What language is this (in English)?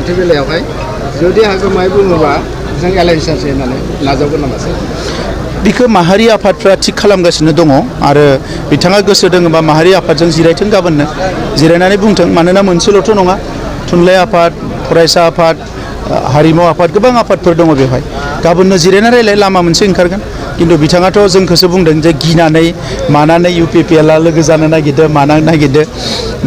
Bodo